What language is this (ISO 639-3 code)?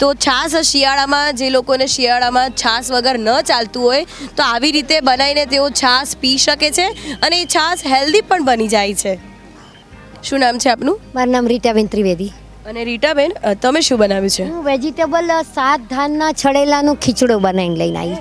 guj